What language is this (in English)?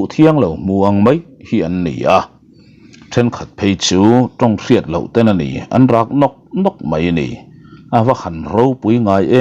Mizo